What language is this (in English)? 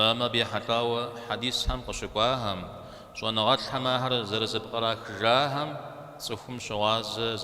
Kabardian